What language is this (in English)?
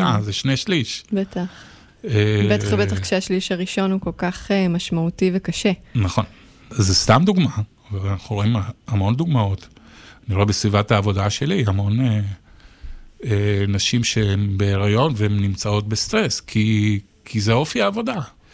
Hebrew